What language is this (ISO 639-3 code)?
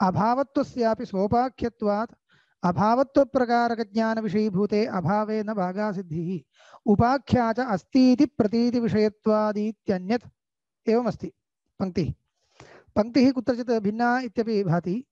san